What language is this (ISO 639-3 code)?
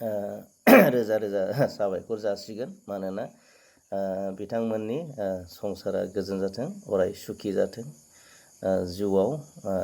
brx